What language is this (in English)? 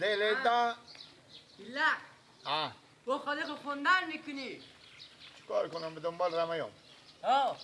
Persian